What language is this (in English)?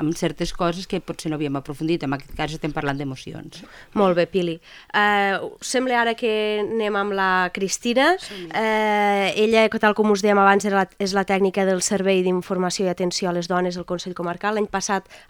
Catalan